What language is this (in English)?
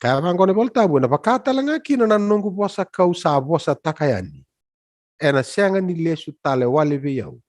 Fijian